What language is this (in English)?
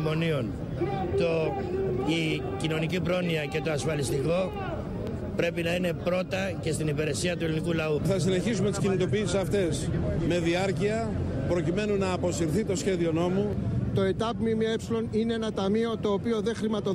Greek